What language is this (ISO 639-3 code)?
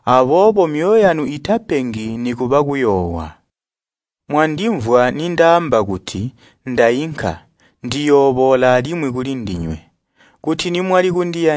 toi